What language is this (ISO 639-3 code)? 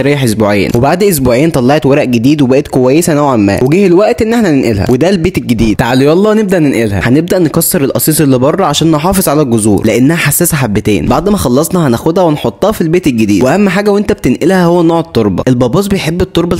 arz